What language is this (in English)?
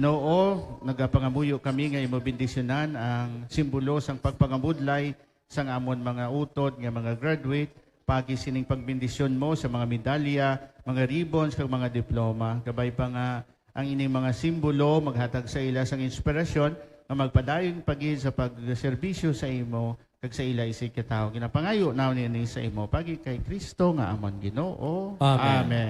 Hiligaynon